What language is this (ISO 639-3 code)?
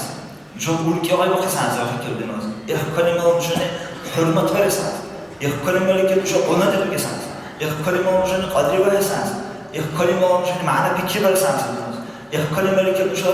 dar